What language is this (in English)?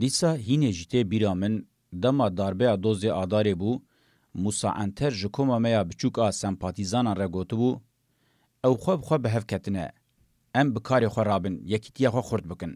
Kurdish